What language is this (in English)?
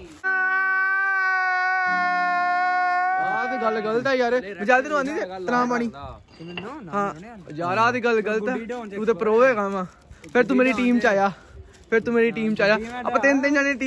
Punjabi